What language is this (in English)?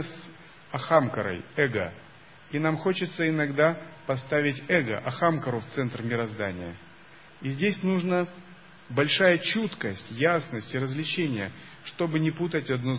Russian